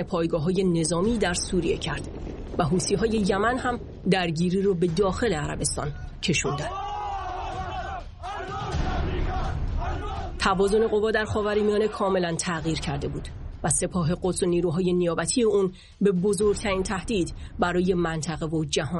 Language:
Persian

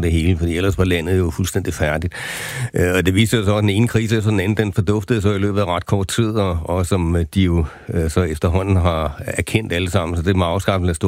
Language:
Danish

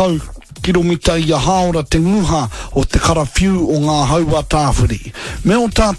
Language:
Māori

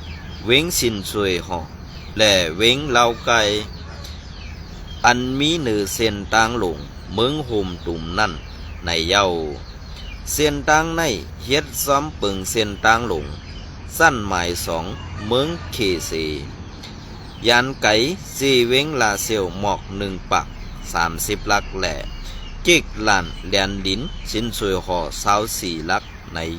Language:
Shan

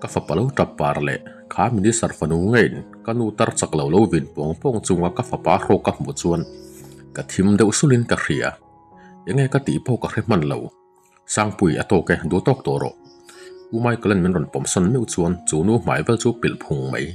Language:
Mizo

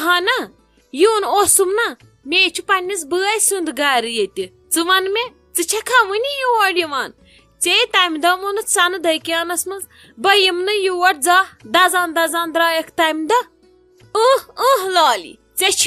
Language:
Kashmiri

